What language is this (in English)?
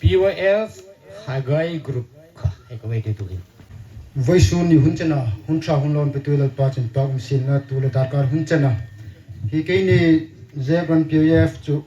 Hmar